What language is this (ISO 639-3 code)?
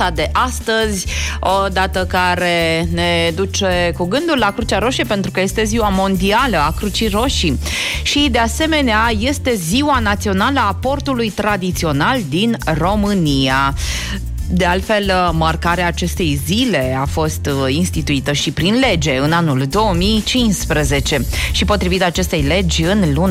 ron